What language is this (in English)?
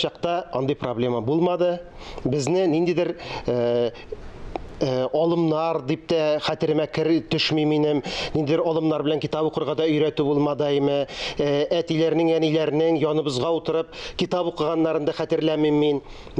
Tatar